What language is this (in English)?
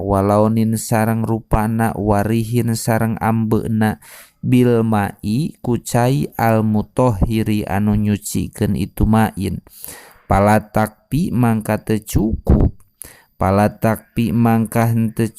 Sundanese